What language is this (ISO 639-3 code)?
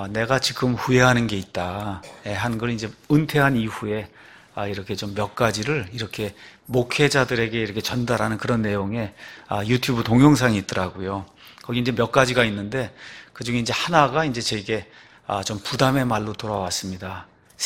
kor